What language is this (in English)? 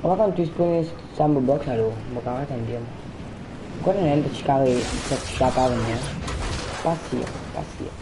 Morisyen